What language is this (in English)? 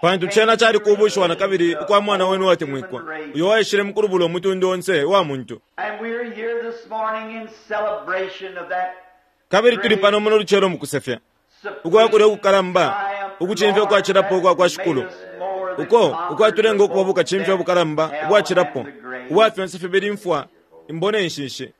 Bemba